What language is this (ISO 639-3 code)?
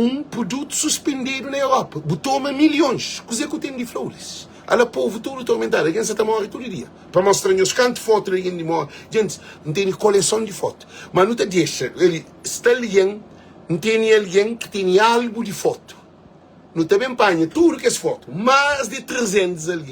kea